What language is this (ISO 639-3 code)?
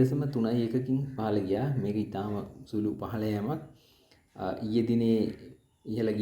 sin